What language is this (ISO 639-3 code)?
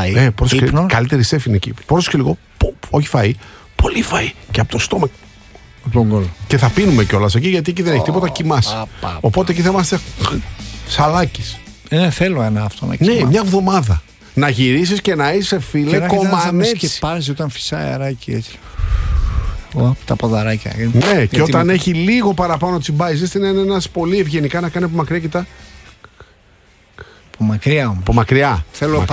ell